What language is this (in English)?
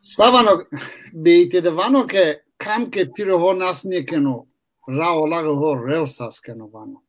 Zaza